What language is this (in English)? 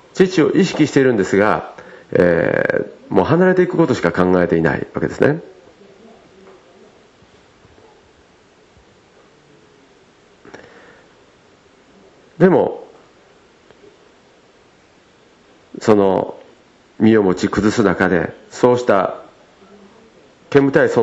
Japanese